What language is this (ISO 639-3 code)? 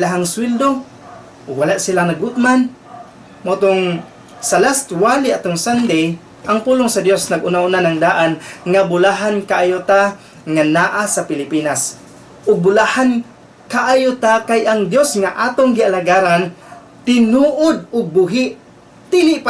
ceb